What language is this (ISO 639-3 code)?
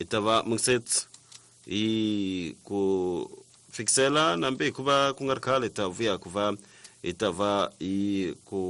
tso